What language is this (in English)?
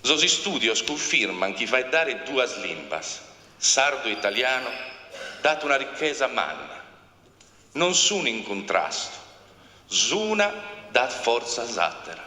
Sardinian